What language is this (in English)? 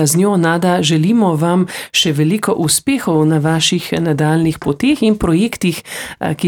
Slovenian